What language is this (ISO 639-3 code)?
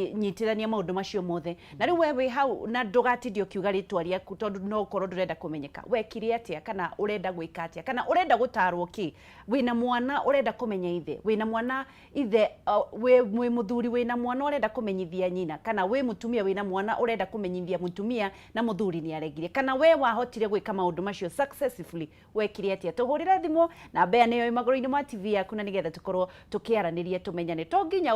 kik